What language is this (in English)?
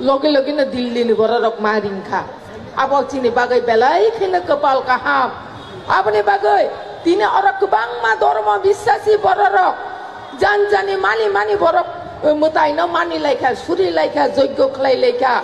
Kok Borok